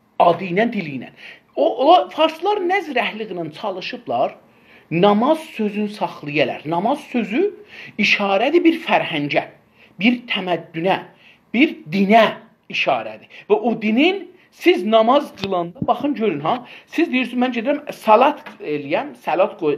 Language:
South Azerbaijani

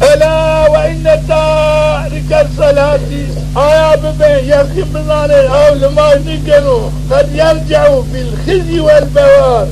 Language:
Zaza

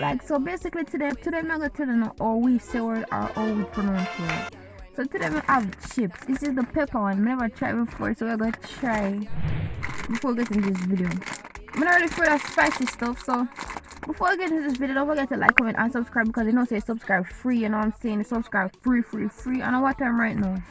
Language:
Jamaican Creole English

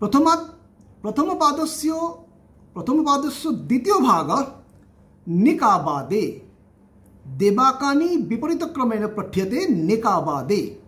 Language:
Sanskrit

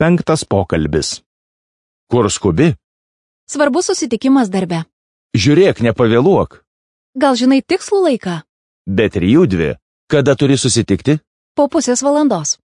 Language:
Lithuanian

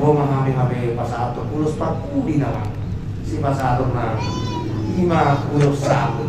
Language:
Batak Toba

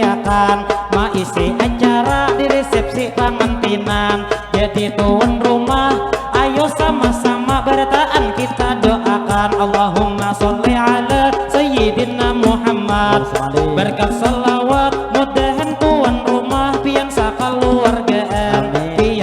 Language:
Banjar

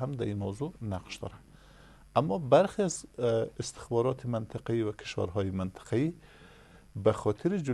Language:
Persian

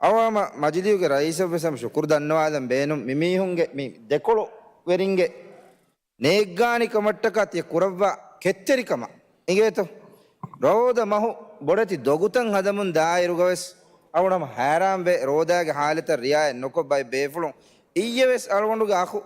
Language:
Divehi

